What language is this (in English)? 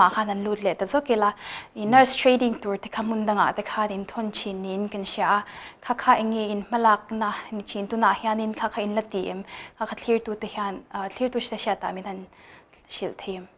Mizo